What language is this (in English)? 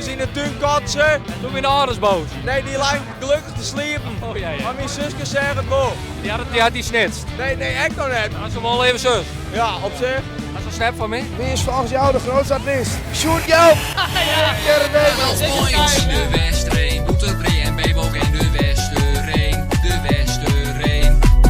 Western Frisian